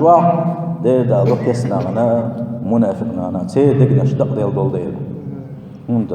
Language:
Chechen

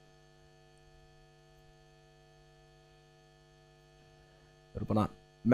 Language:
Icelandic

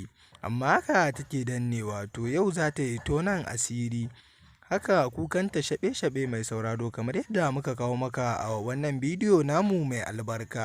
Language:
Hausa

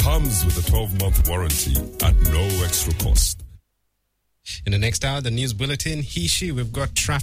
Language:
English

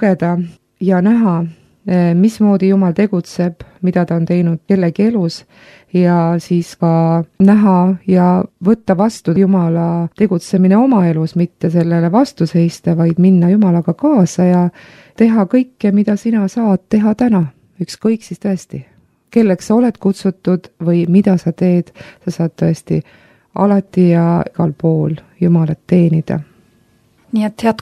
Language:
Estonian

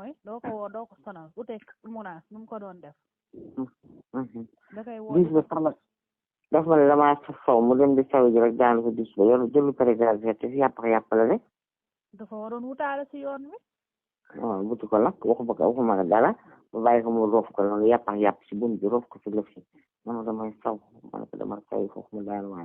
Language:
Wolof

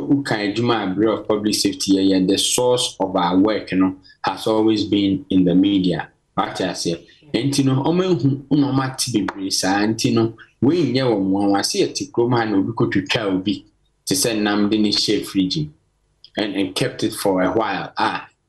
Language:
Akan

